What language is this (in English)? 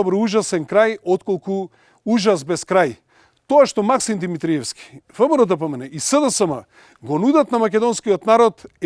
Macedonian